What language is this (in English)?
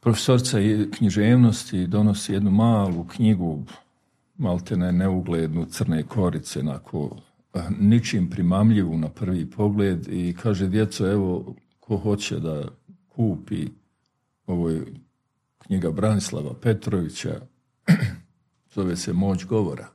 Bosnian